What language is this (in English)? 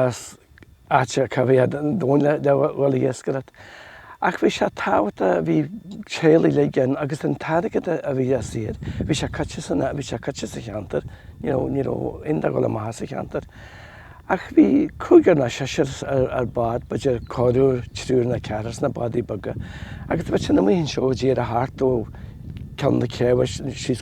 Irish